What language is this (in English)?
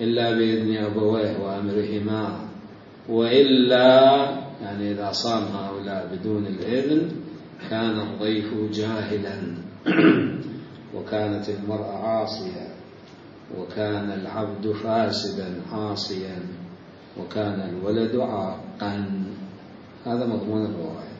Mesopotamian Arabic